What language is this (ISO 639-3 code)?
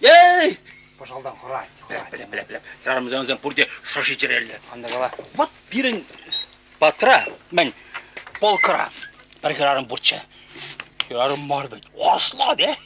chv